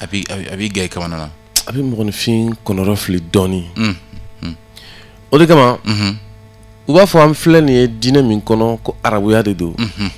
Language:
Bambara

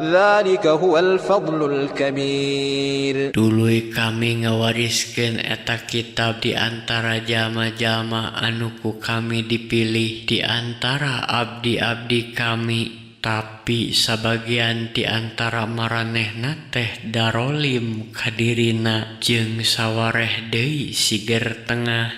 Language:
Sundanese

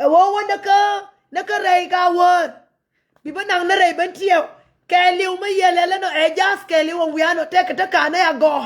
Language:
Nuer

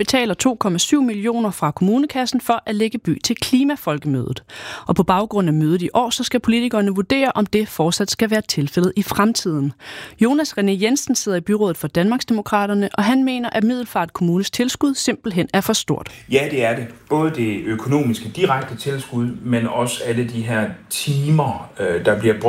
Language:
Danish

